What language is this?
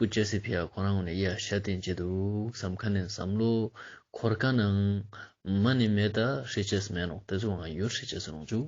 Ladakhi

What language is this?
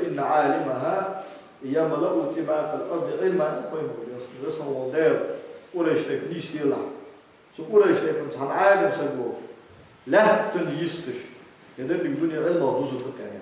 Ingush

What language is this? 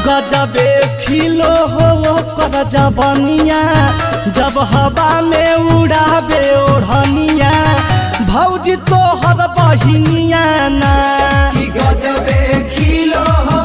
Magahi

